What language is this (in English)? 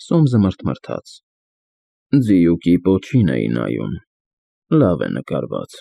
Armenian